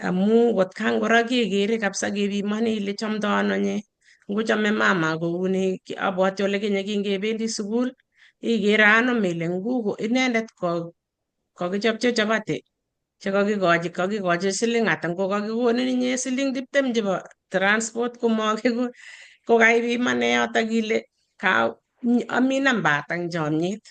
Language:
Kalenjin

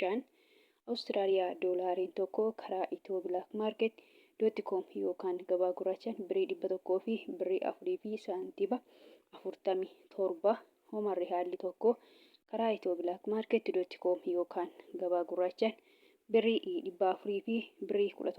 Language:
Oromo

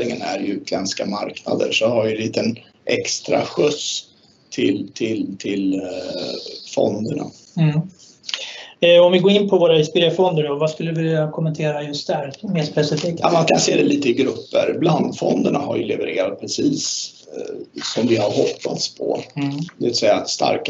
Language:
Swedish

